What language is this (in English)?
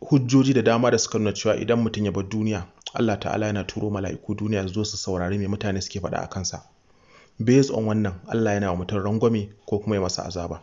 Hausa